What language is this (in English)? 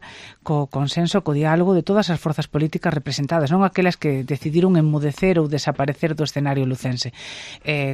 Galician